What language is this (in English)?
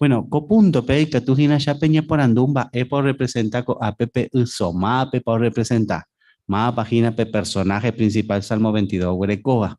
Guarani